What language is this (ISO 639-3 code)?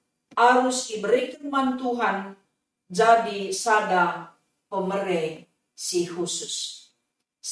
btx